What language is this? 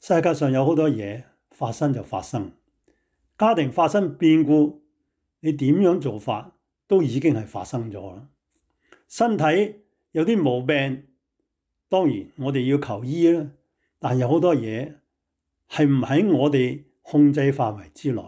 Cantonese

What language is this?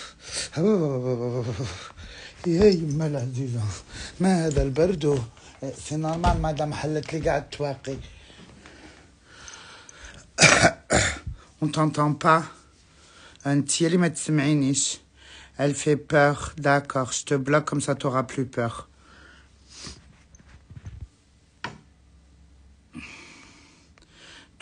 Algerian Arabic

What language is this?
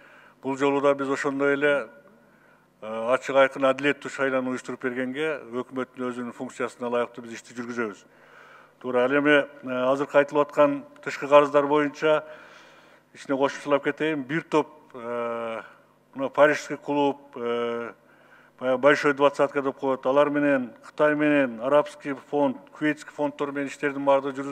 Kyrgyz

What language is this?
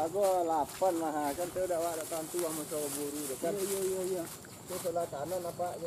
Minangkabau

